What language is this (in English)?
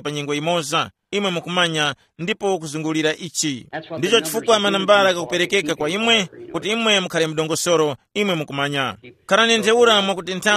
Tumbuka